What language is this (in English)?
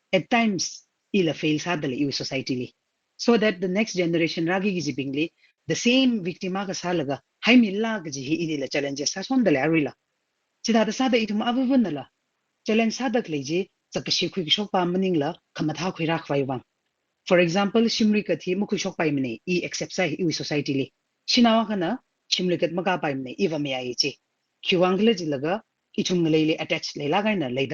Tangkhul Naga (India)